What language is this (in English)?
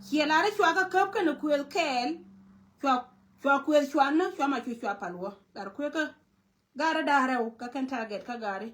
Nuer